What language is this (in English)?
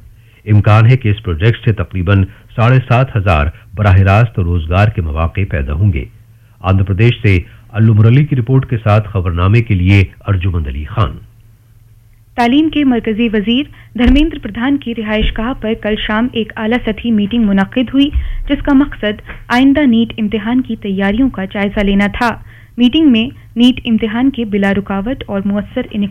Urdu